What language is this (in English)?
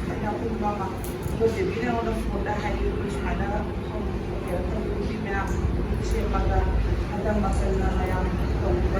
Manipuri